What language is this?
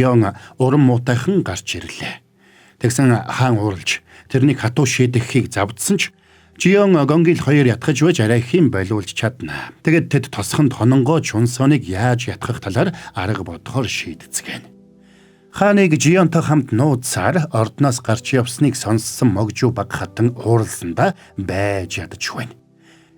Mongolian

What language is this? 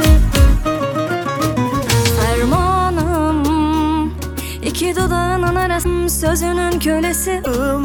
Turkish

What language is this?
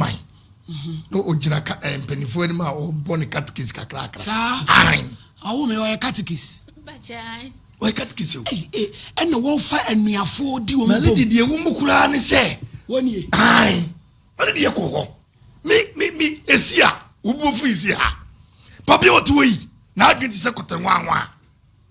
Akan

